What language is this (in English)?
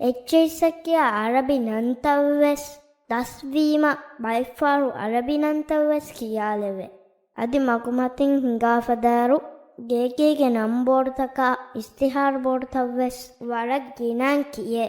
Divehi